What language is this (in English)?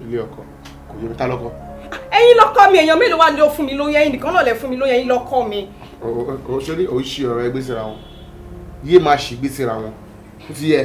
Yoruba